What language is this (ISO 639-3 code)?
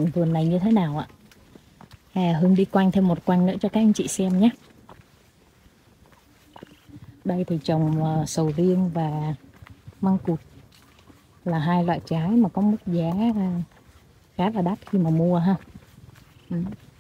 vie